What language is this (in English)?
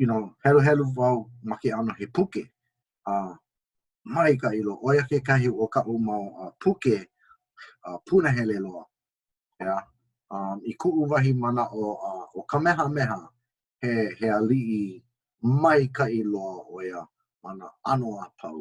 Hawaiian